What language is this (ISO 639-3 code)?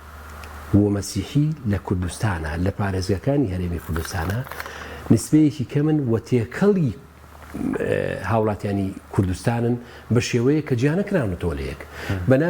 ckb